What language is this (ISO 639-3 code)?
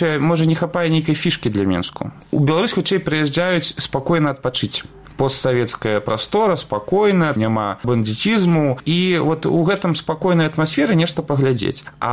bel